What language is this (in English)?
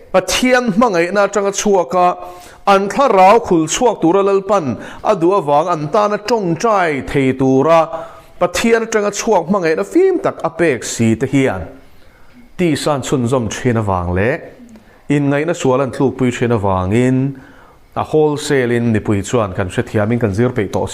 Mizo